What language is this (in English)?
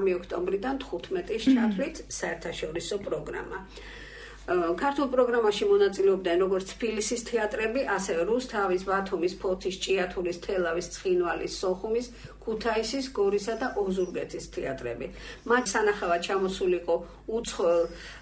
Georgian